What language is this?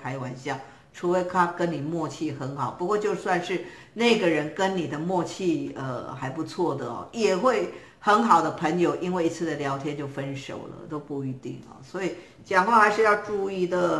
Chinese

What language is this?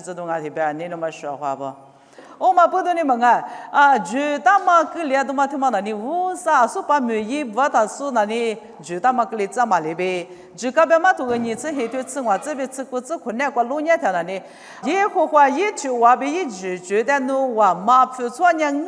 Lisu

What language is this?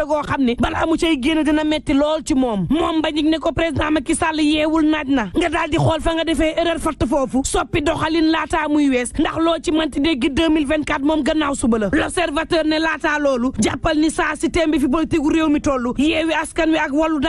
Wolof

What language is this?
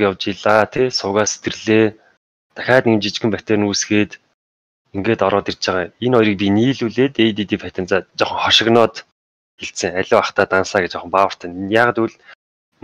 Mongolian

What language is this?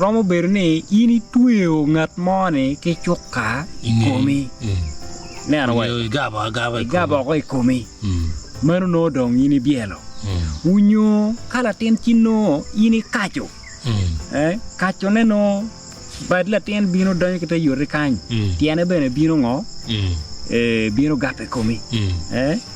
Acoli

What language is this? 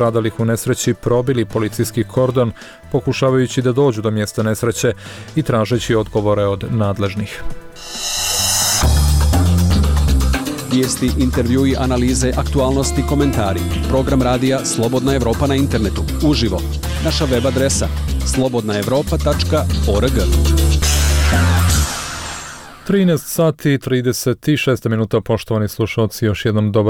Bosnian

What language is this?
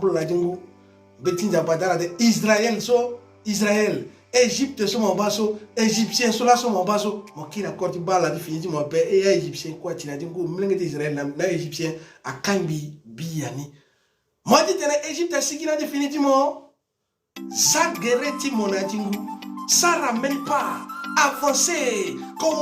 Sango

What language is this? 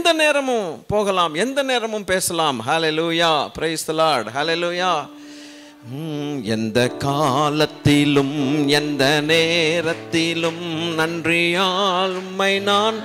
Tamil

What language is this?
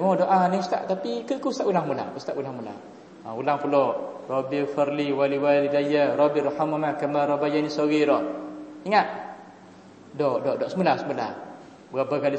Malay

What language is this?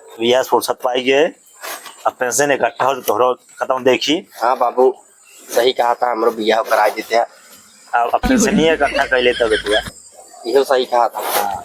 Awadhi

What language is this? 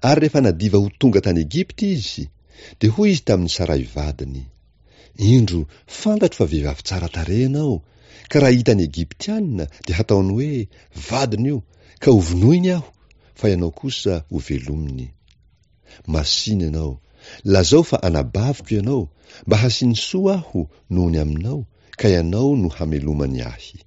Malagasy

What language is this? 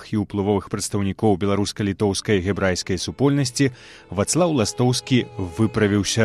Belarusian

